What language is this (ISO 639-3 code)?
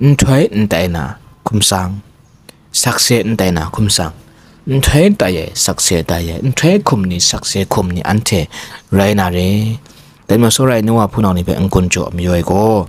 kac